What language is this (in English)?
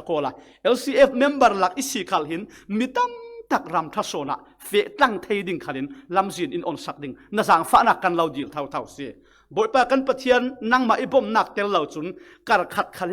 Falam Chin